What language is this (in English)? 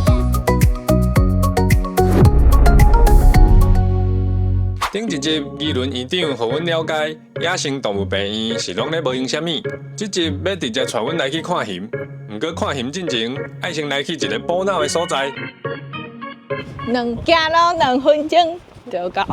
Min Nan Chinese